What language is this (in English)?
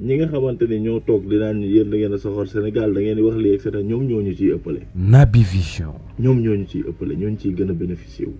Wolof